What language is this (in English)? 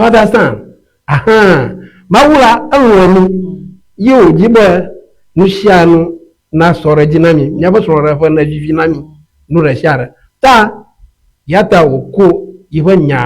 Ewe